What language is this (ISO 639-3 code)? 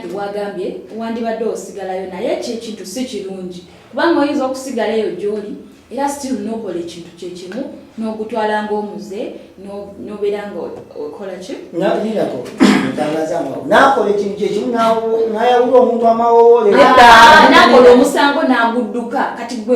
lug